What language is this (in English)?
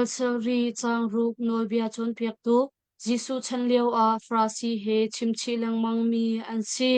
Hakha Chin